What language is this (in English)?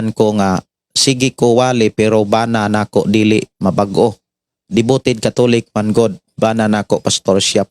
Cebuano